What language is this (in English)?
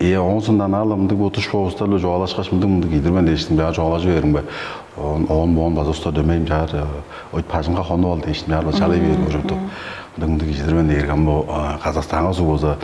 Tuvinian